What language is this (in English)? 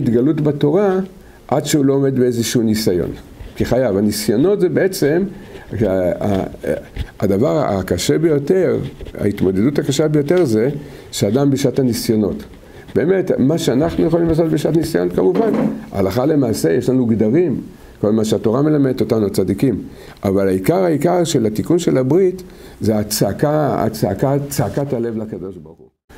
Hebrew